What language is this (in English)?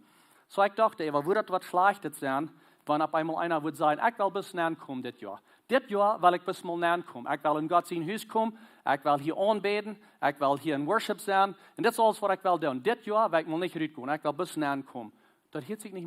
Plautdietsch